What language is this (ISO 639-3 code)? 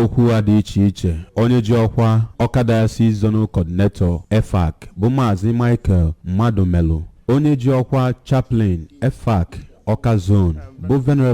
ibo